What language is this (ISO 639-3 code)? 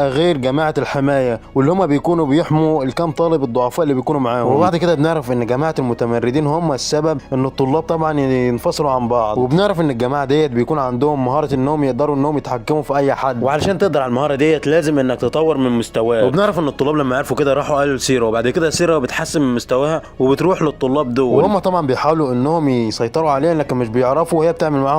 arz